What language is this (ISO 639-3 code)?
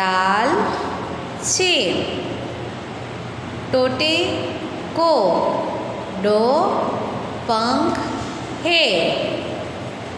guj